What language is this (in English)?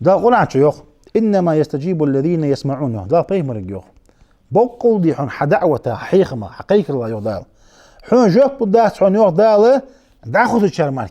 Ingush